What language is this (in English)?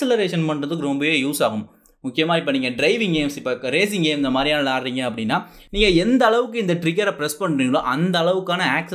Tamil